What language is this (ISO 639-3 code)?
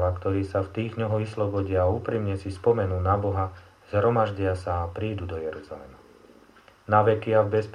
slk